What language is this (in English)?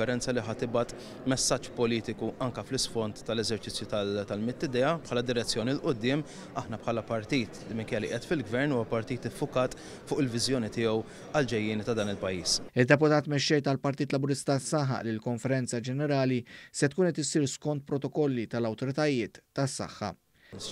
Maltese